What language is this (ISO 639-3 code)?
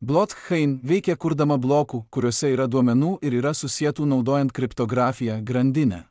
lit